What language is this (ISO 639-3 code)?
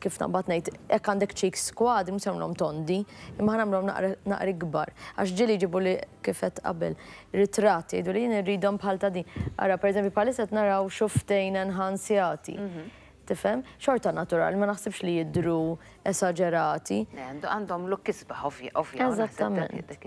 mlt